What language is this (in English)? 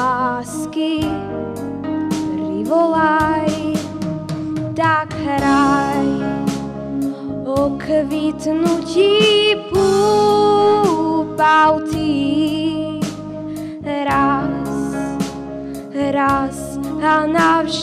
Slovak